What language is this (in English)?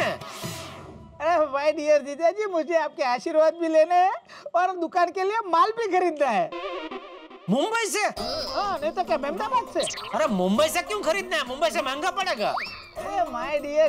Hindi